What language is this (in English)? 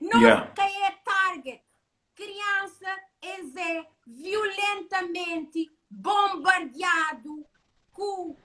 Kabuverdianu